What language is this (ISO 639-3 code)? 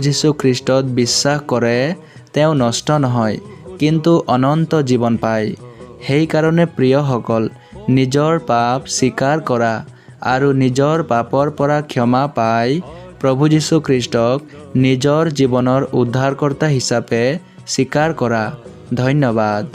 asm